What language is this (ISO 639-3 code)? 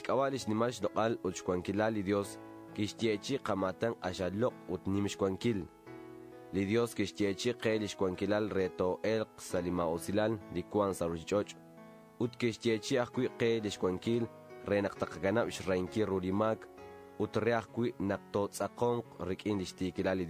kek